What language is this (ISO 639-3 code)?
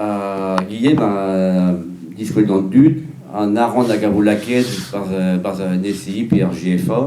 bre